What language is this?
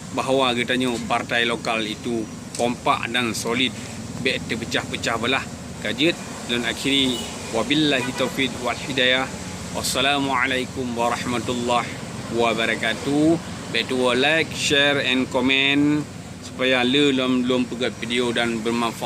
Achinese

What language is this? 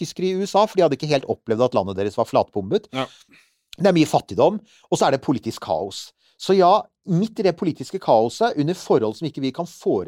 Norwegian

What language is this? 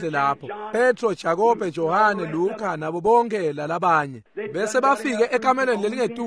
Swati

